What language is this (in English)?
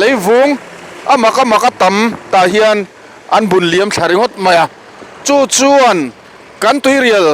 Mizo